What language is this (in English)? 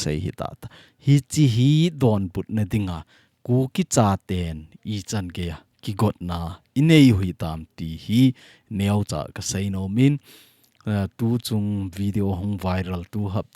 Thado Chin